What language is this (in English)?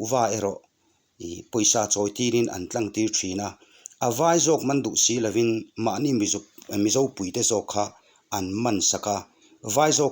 Mizo